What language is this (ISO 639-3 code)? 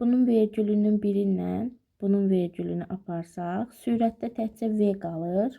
aze